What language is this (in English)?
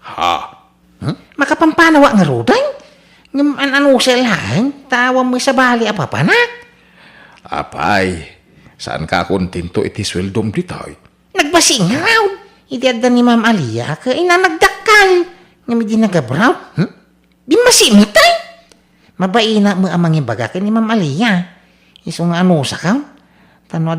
Iloko